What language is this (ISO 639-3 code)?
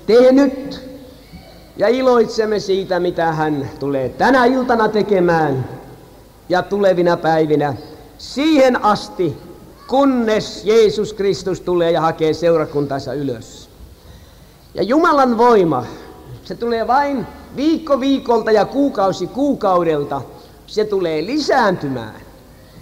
fin